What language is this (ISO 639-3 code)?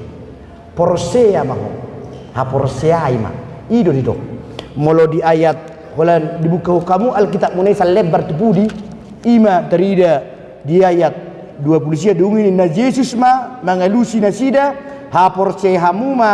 bbc